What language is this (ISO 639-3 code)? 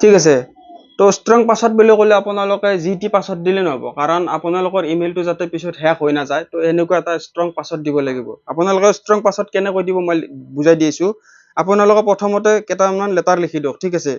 asm